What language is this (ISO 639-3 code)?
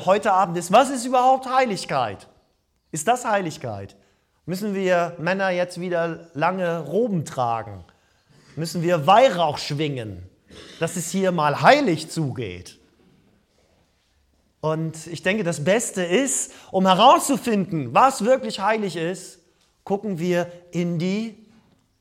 deu